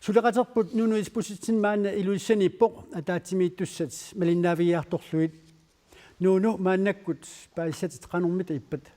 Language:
Kalaallisut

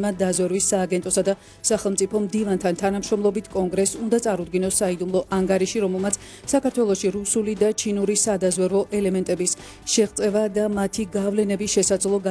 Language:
Georgian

